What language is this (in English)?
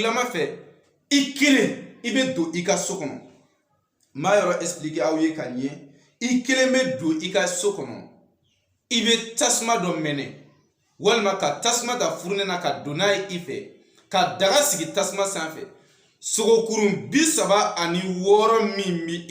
Bambara